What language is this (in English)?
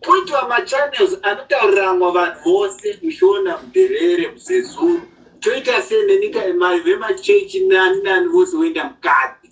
Shona